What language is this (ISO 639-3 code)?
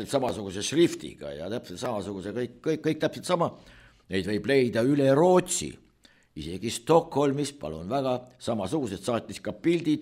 est